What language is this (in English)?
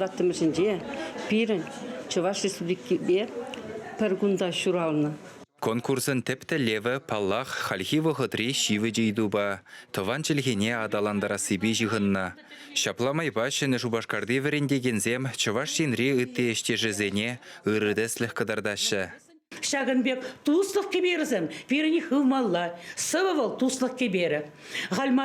Chuvash